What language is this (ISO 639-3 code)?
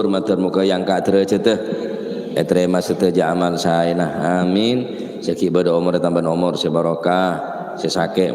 mad